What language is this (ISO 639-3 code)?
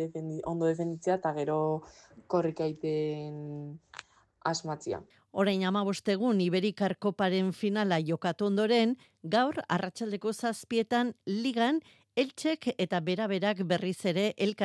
eus